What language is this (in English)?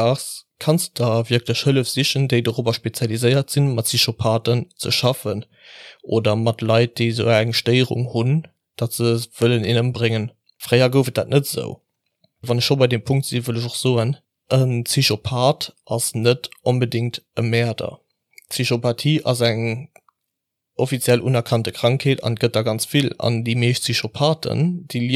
Luxembourgish